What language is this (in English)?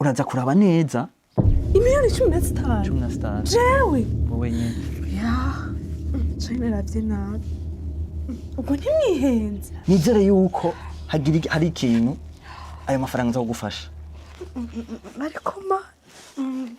Rundi